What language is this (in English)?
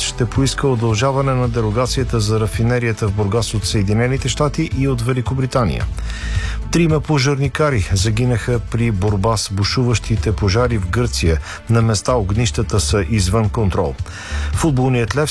Bulgarian